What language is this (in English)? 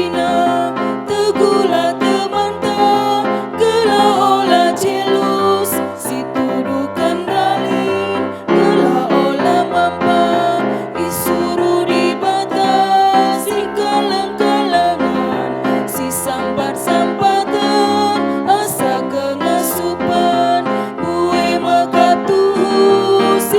Batak Karo